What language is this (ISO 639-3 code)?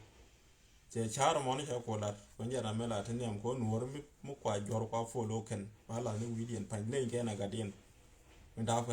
nus